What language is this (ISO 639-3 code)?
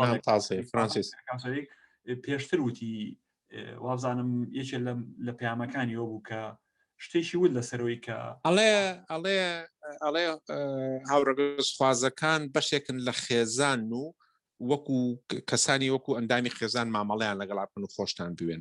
ckb